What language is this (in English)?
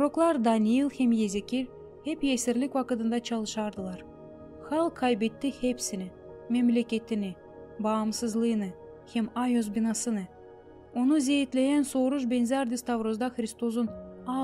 Gagauz